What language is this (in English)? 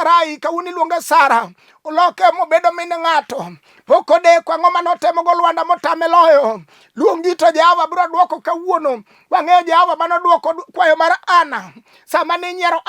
Luo (Kenya and Tanzania)